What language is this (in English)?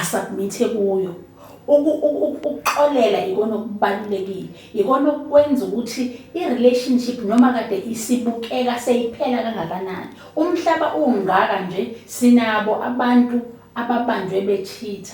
Zulu